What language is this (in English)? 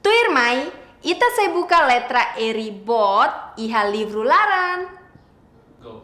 Tetum